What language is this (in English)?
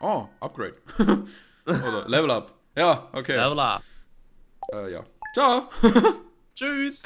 Swiss German